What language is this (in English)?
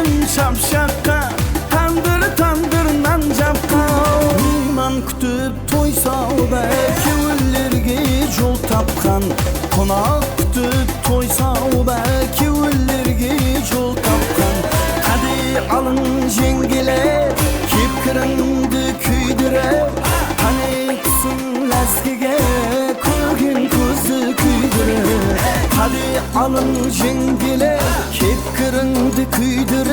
Kara-Kalpak